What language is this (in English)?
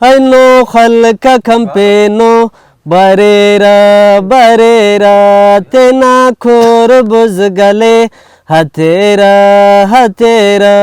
Brahui